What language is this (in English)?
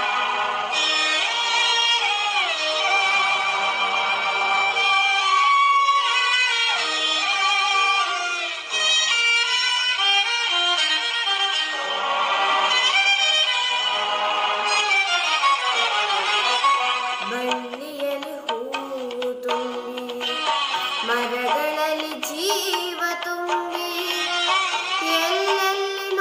Kannada